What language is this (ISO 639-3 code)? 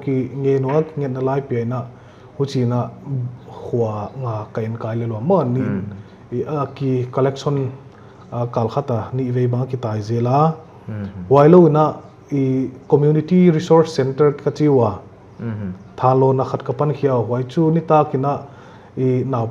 pck